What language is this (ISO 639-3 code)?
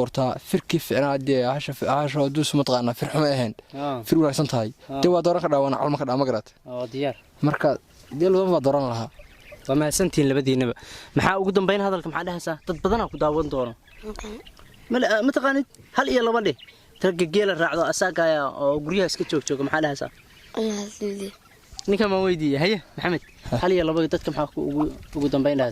som